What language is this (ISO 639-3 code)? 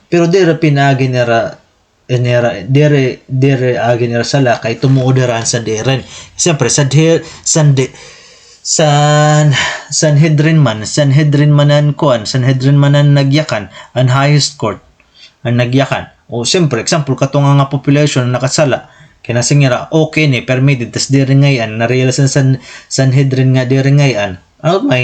war